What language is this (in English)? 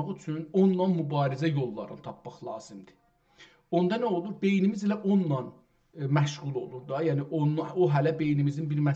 South Azerbaijani